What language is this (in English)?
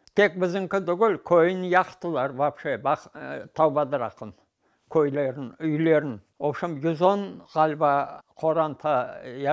Crimean Tatar